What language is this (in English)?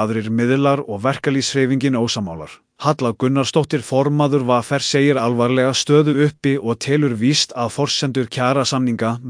Icelandic